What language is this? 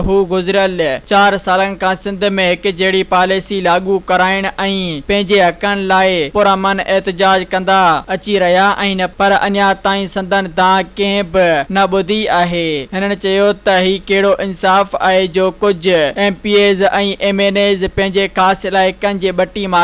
Sindhi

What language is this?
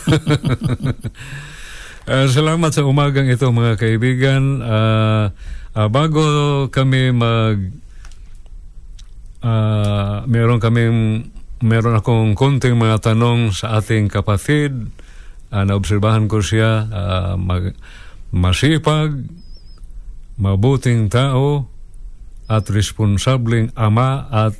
Filipino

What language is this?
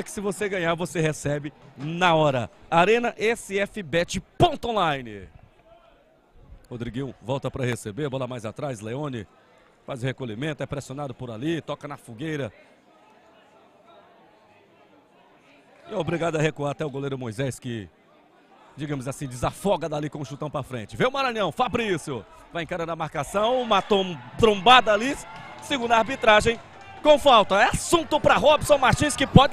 Portuguese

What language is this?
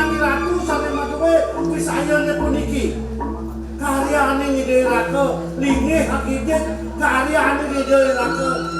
Balinese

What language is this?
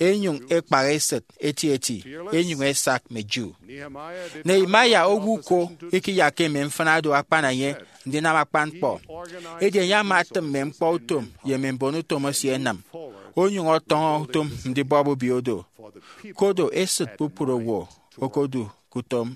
Efik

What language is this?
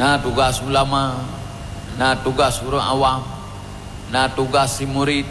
Achinese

